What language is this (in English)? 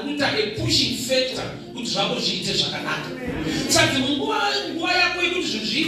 Shona